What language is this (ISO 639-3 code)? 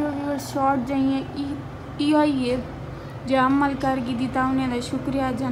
skr